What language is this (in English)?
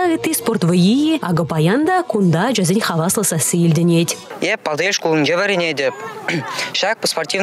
Chuvash